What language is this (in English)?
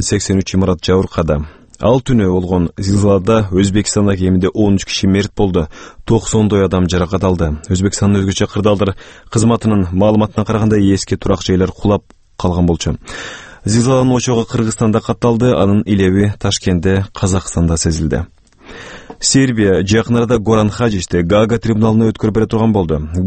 Kyrgyz